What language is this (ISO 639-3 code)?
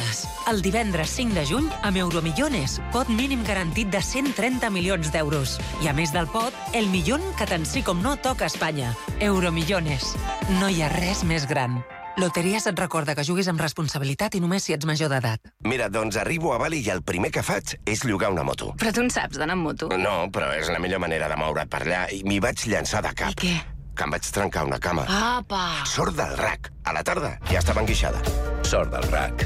cat